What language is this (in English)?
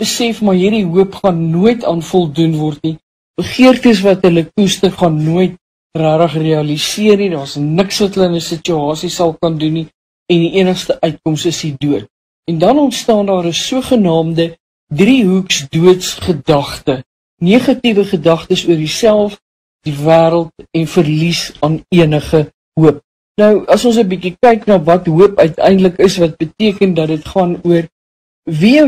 Afrikaans